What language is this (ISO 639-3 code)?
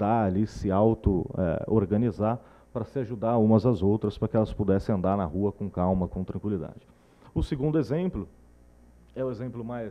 por